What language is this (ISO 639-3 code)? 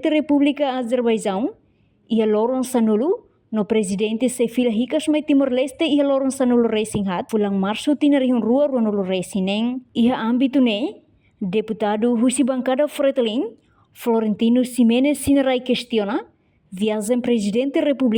tet